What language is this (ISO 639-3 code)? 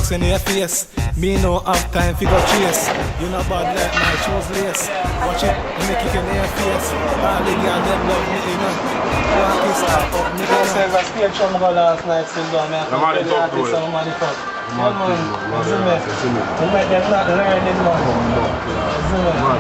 jam